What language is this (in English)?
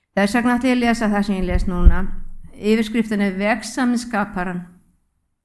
Icelandic